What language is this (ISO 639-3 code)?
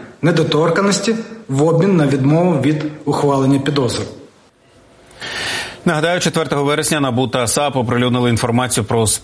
ukr